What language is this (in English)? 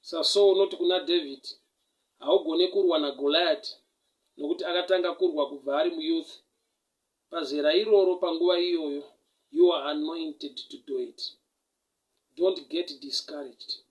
Shona